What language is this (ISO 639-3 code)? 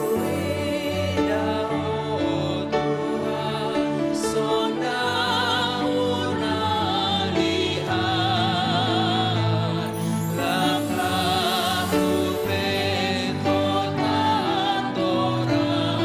bts